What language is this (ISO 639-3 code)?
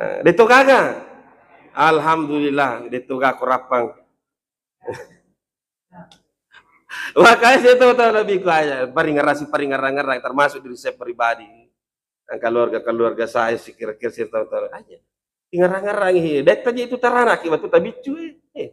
bug